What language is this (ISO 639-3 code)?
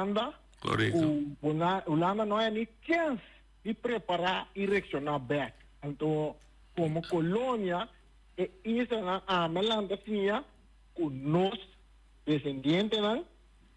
pap